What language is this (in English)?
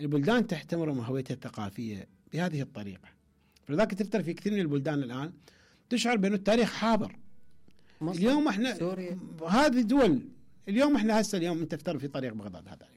Mesopotamian Arabic